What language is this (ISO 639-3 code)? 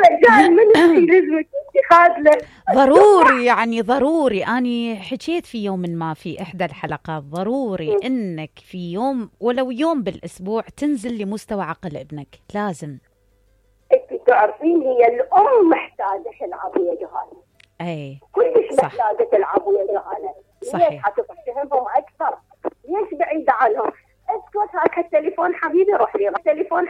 acm